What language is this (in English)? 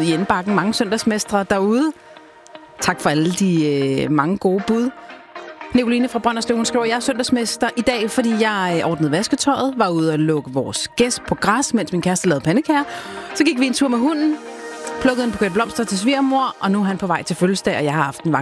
Danish